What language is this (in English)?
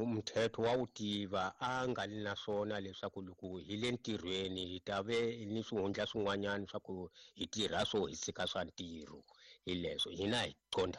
Tsonga